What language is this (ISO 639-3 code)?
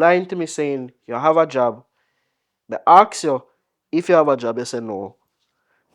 jam